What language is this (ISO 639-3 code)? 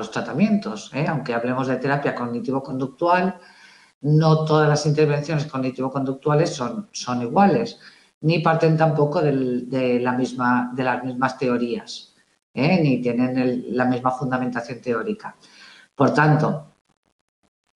spa